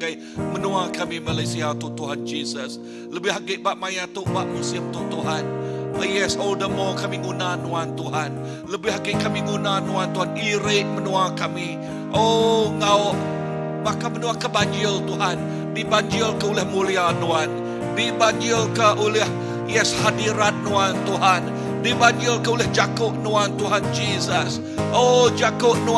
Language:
Iban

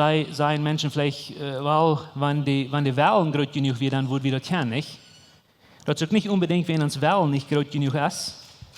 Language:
Plautdietsch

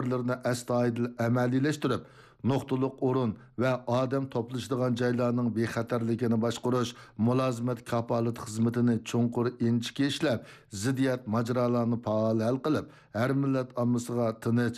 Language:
Uyghur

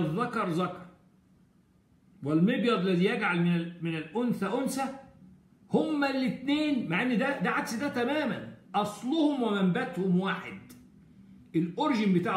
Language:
Egyptian Arabic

